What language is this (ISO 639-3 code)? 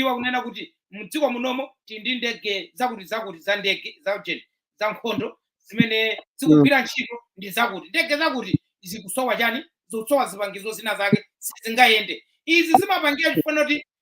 nya